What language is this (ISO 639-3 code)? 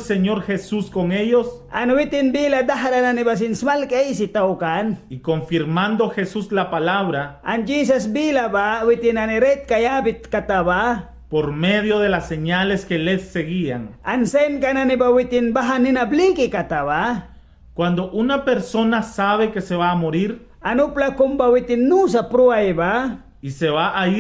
miq